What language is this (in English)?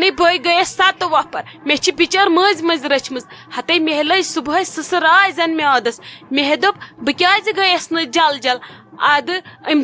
Kashmiri